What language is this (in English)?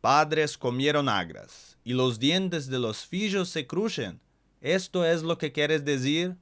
Ladino